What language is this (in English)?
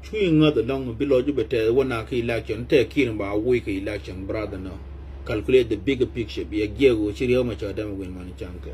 Nuer